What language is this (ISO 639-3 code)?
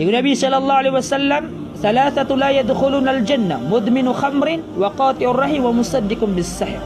mrw